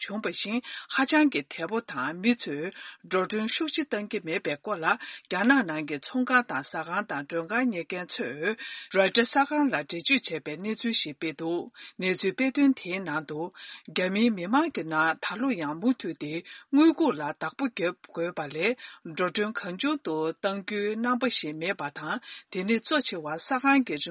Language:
Tibetan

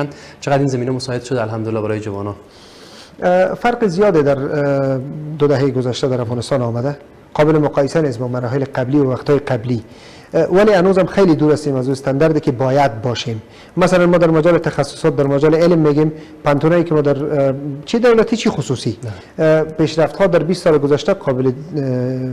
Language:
Persian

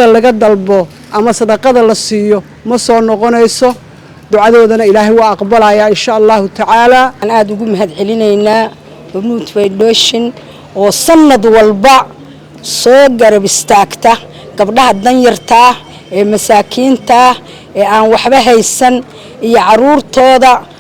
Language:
Somali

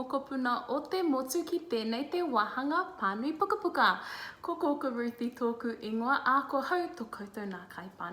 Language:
Māori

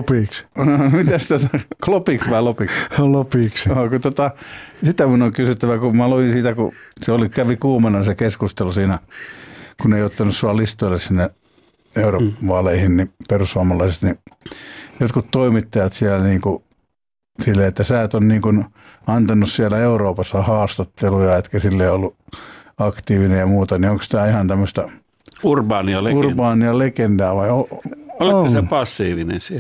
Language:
Finnish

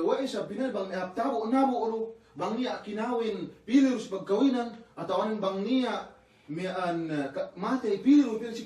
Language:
Yakan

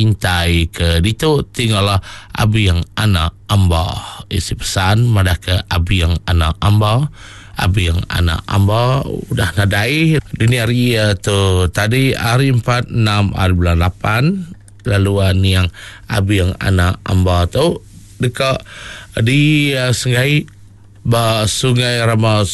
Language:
Iban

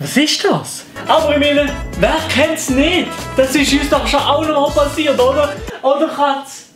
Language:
Swiss German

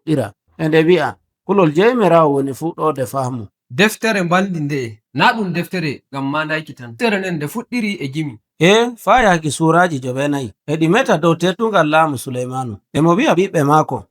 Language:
Nigerian Fulfulde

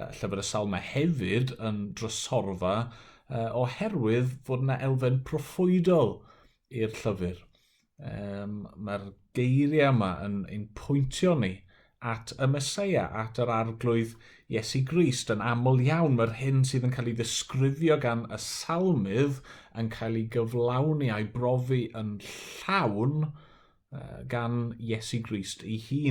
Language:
Welsh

